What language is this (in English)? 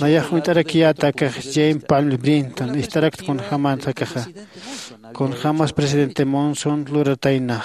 Aymara